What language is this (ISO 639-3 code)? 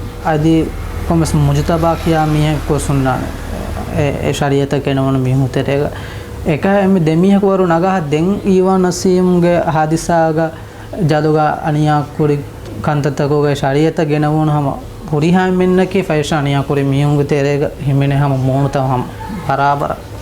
div